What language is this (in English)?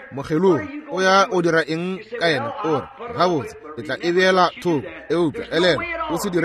Northern Sotho